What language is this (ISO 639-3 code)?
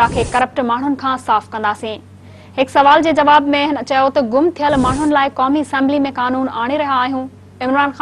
snd